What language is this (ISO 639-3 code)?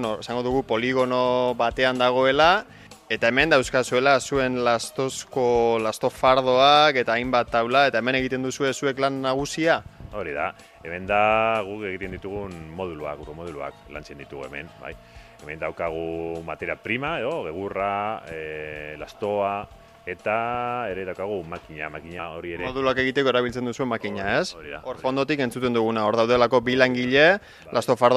eus